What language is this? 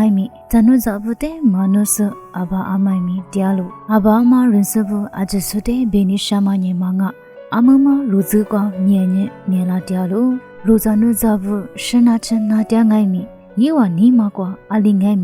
Lisu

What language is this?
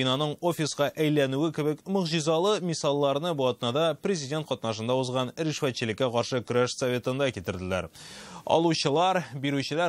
Tatar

